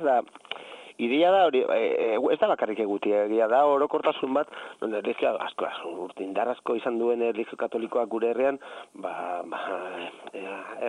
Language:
Basque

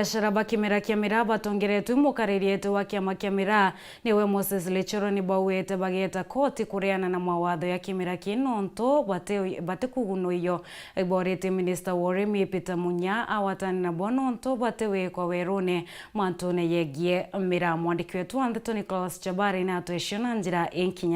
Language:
Meru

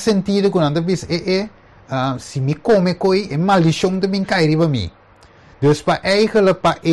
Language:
Papiamento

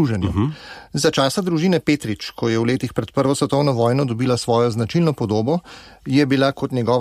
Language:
Slovenian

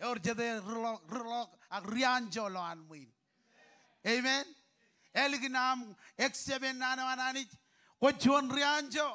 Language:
Marshallese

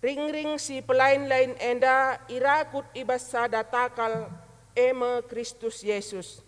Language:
Batak Karo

